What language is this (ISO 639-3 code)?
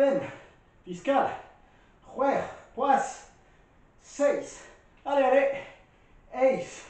bre